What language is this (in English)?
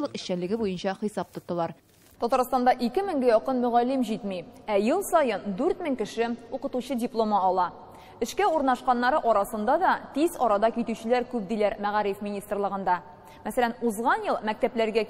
Tatar